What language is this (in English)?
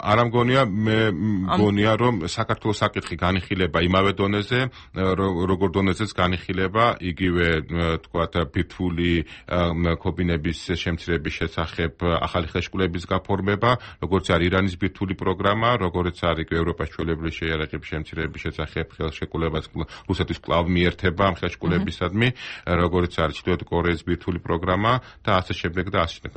Georgian